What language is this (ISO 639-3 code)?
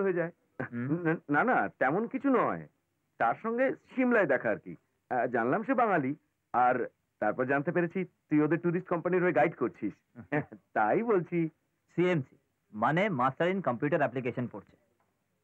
ben